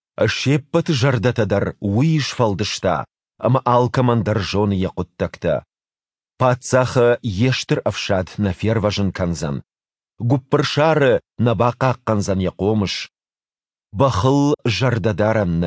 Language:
Ossetic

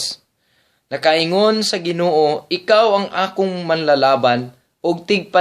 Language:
Cebuano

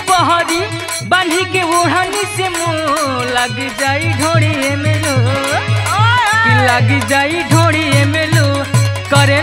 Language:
Bhojpuri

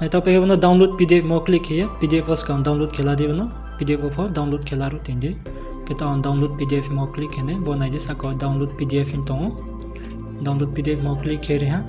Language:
Riang (India)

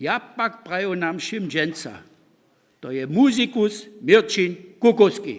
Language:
Upper Sorbian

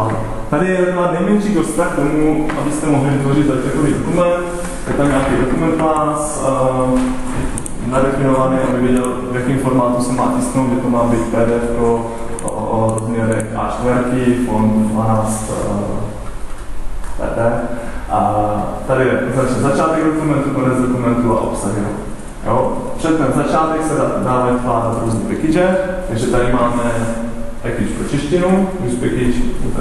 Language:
Czech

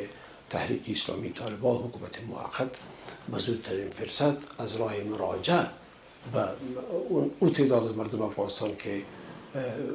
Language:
Persian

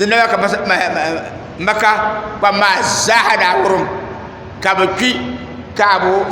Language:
Dagbani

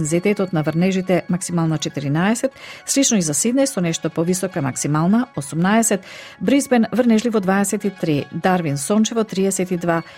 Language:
Macedonian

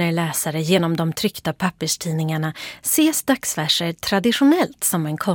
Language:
Swedish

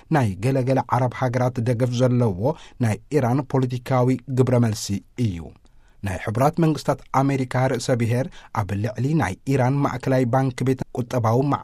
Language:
Tigrinya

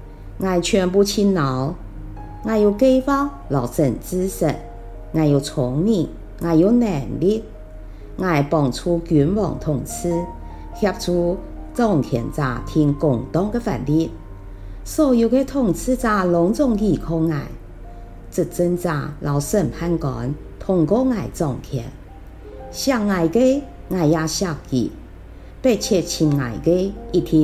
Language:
Hakka Chinese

